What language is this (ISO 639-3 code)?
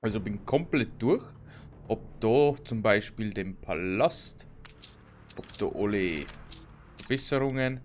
bar